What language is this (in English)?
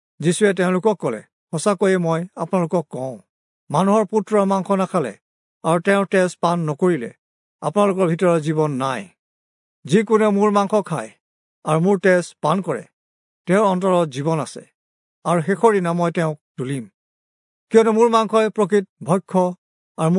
Assamese